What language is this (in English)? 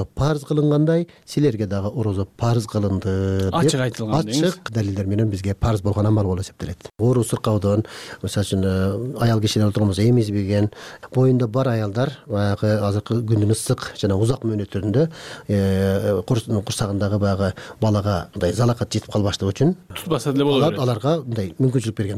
Kyrgyz